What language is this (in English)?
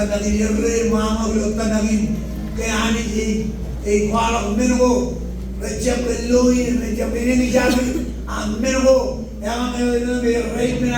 Marshallese